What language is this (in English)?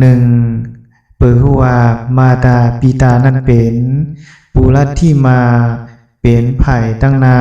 Shan